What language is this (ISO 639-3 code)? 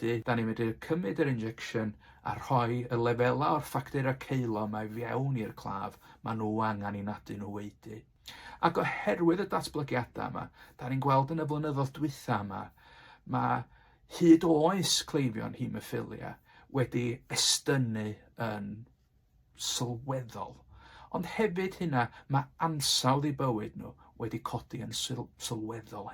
cym